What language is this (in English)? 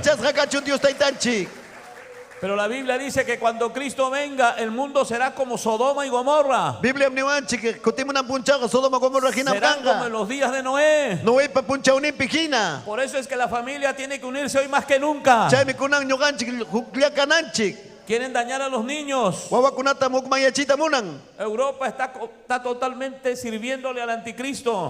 Ayacucho Quechua